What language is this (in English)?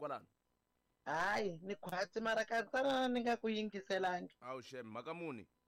Tsonga